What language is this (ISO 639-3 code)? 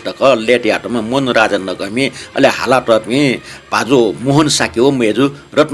new